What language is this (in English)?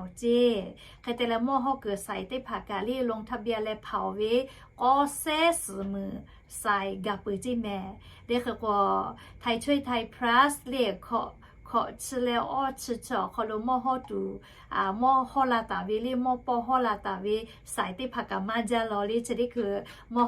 Lahu